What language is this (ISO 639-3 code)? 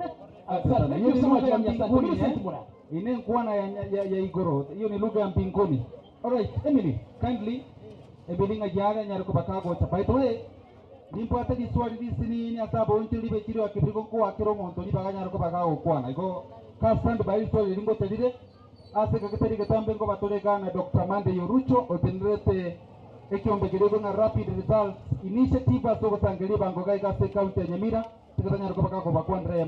guz